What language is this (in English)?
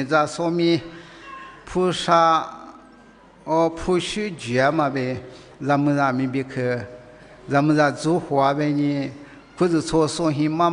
Lisu